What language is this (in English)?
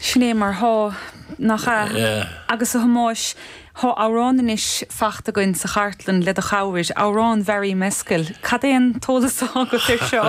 Irish